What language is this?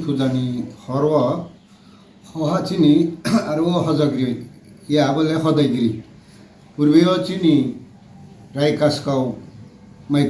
Riang (India)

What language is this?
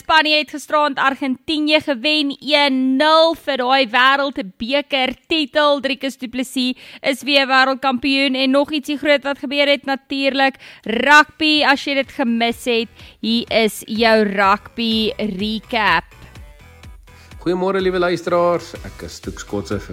Afrikaans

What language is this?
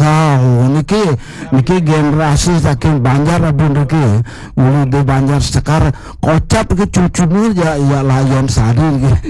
Balinese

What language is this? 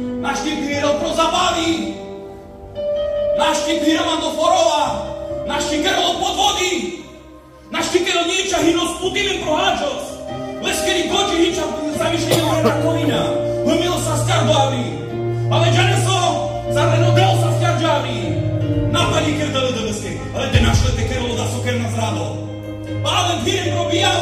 Carpathian Romani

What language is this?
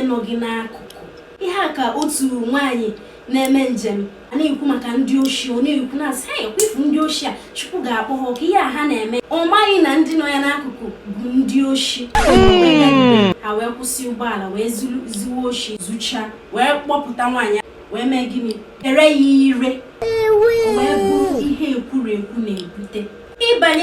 Igbo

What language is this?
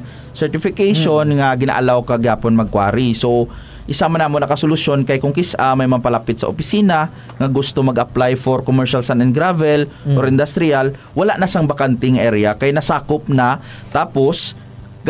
Hiligaynon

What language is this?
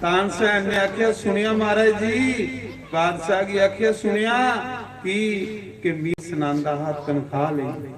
Dogri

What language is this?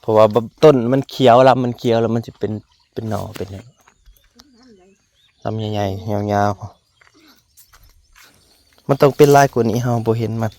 Lao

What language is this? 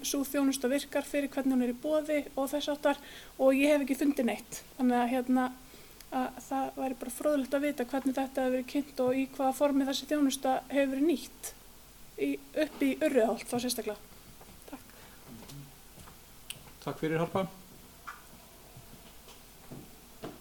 Icelandic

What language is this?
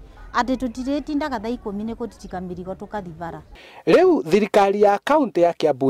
Kikuyu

